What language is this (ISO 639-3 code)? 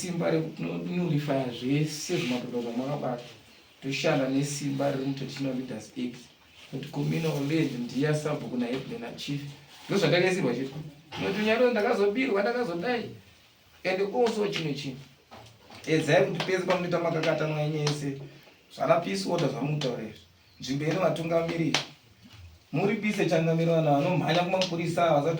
sna